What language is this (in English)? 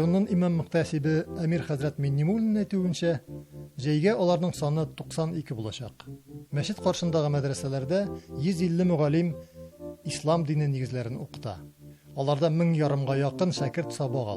Tatar